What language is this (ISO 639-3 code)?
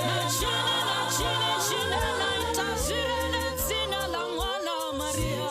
ven